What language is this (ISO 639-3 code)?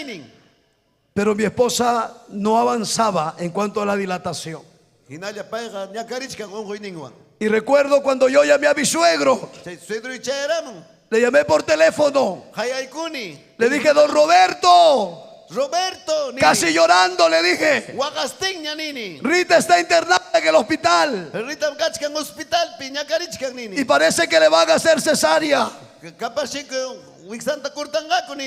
quy